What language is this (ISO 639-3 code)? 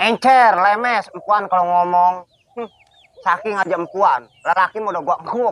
bew